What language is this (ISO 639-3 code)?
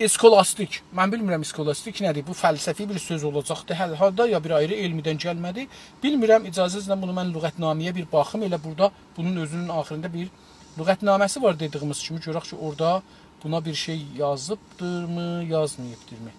azb